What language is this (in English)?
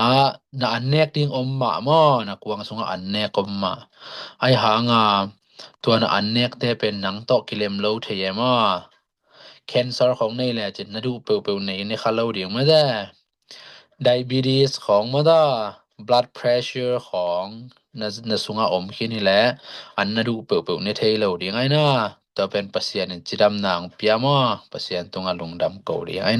Tedim Chin